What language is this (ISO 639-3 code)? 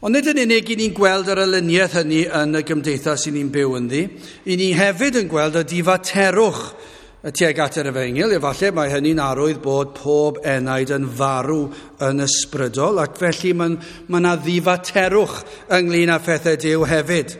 cym